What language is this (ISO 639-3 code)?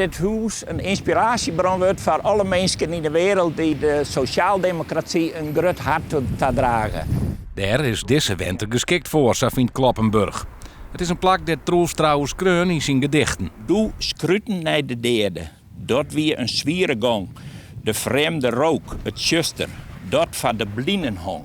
fry